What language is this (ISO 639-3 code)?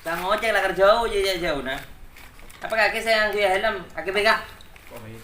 mad